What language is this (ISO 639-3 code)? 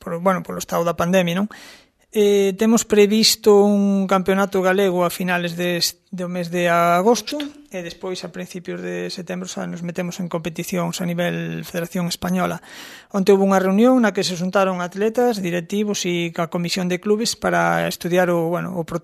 glg